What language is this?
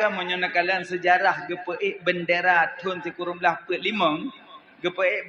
Achinese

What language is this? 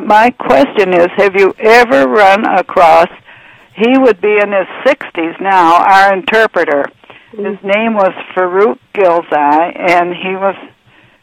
English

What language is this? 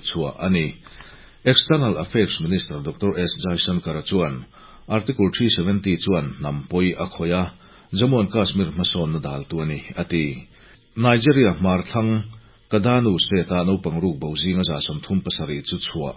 Mizo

